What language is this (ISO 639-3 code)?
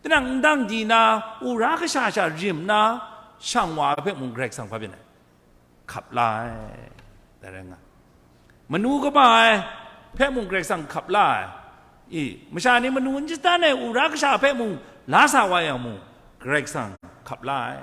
kac